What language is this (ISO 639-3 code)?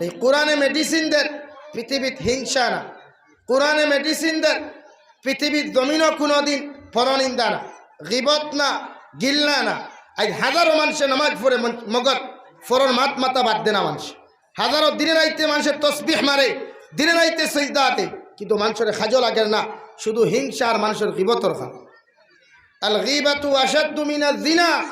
syl